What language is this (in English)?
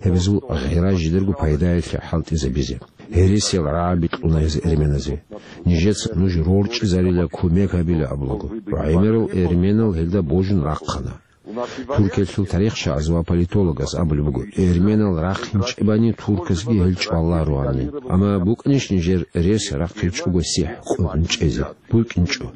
Avaric